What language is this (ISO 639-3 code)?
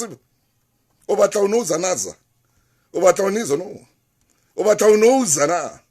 sot